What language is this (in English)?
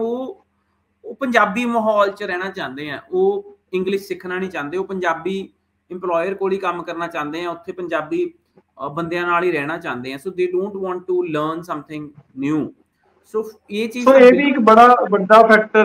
Punjabi